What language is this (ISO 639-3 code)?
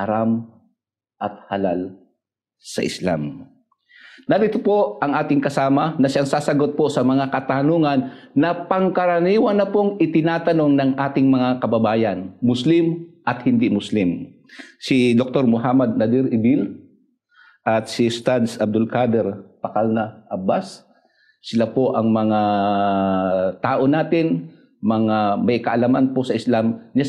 fil